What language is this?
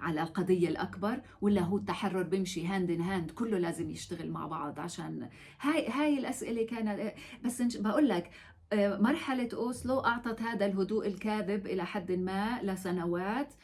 North Levantine Arabic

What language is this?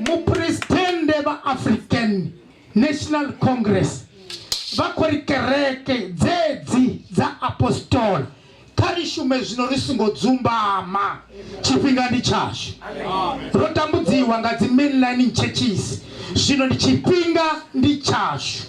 Venda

